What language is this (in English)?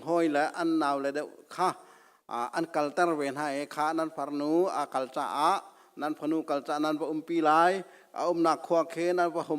Hakha Chin